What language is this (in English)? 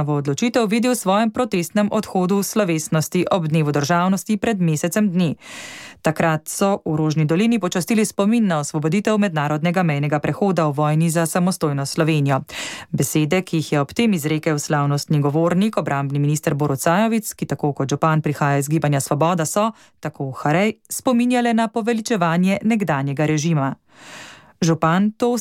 Slovenian